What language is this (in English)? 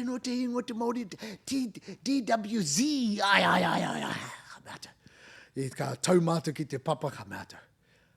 Māori